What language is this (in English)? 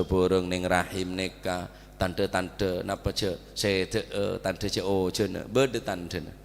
Madurese